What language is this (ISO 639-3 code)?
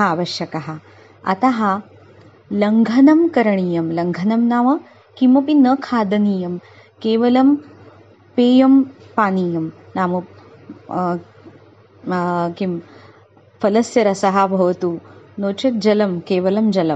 san